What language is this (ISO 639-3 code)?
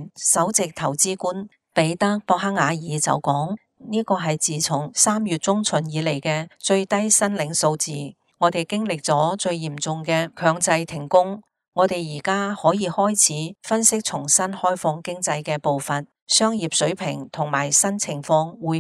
yue